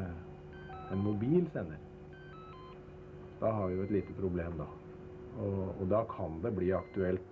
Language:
Norwegian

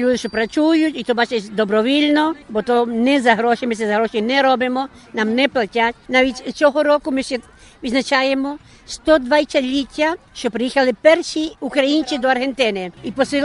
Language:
Ukrainian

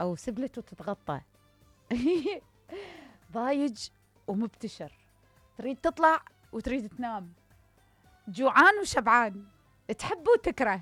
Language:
Mesopotamian Arabic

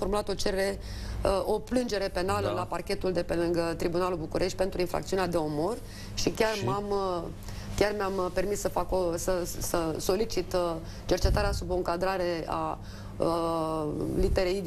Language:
Romanian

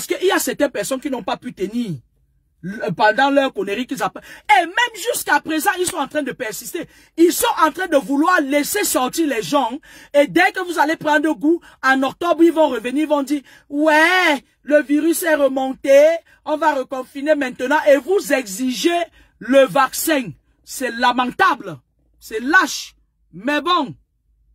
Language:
French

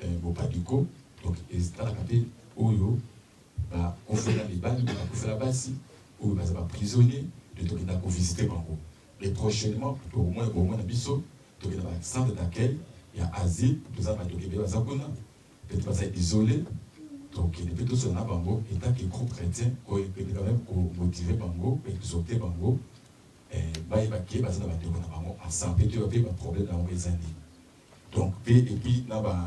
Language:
Lingala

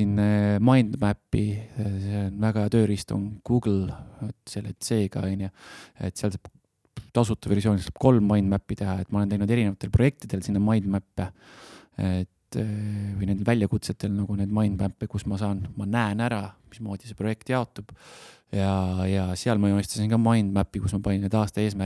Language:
Estonian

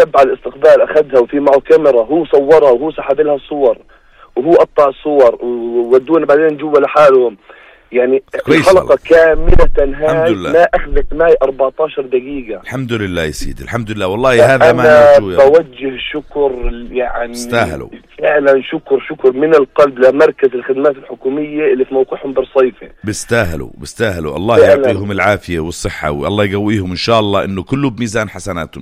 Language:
North Levantine Arabic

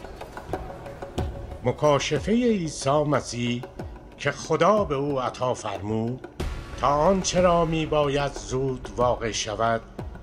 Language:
Persian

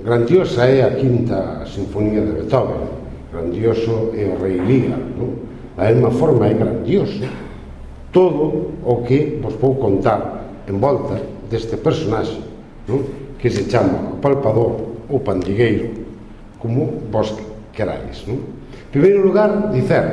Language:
Galician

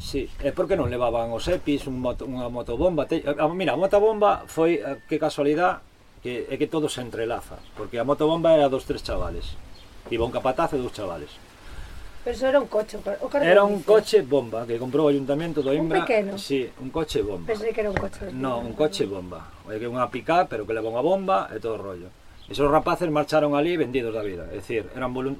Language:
Galician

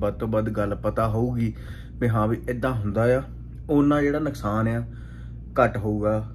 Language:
Punjabi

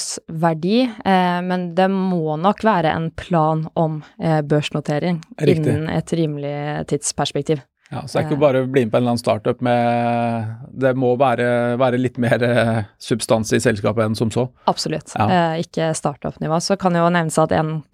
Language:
Norwegian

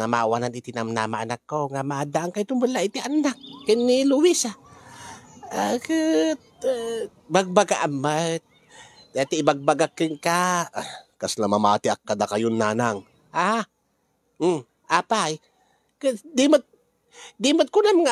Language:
Iloko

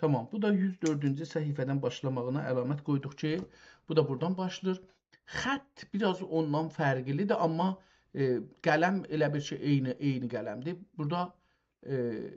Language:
South Azerbaijani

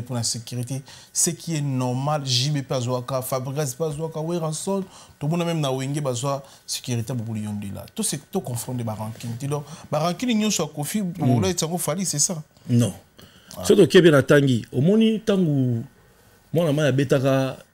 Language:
Lingala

